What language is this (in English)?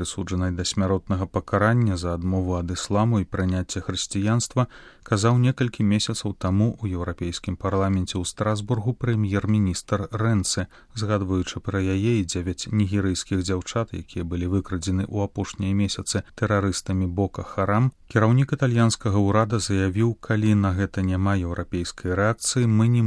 Belarusian